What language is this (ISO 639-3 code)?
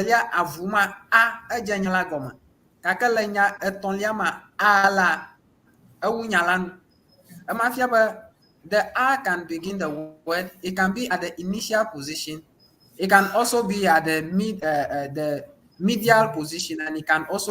ewe